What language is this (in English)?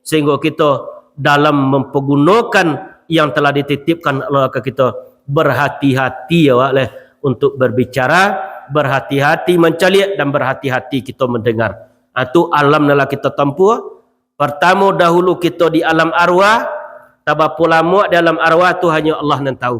Minangkabau